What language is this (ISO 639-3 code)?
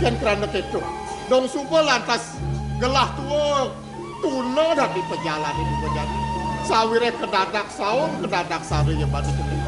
ban